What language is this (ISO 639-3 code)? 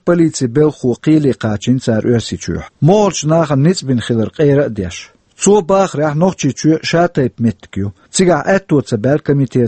che